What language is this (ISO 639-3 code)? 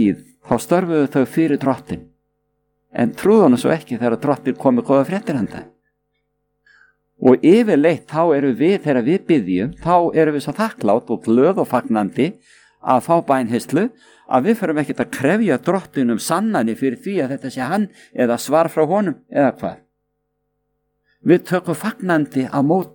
isl